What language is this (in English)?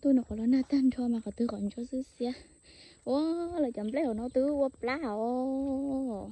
Hmong